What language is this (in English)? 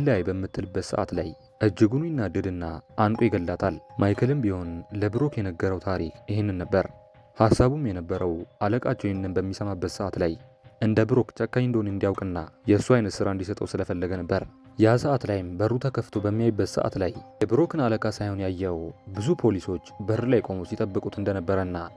Amharic